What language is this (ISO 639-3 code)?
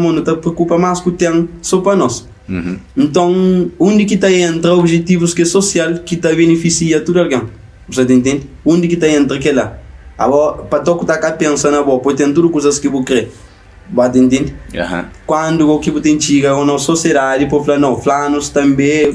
kea